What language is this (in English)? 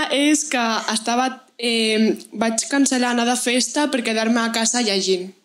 Catalan